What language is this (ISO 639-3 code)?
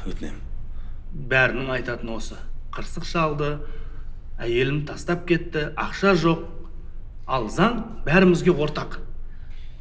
kaz